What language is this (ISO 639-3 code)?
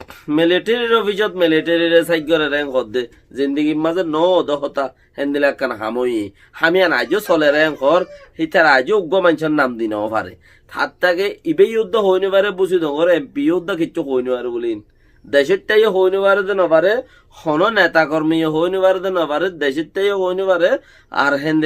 rhg